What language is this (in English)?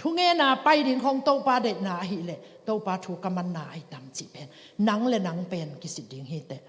Tedim Chin